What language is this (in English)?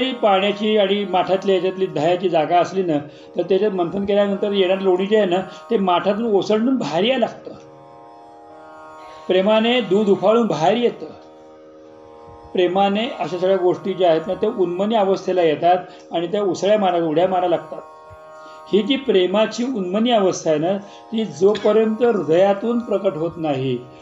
Marathi